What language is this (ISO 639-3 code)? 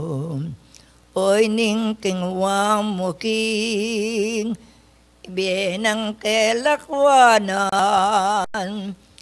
pam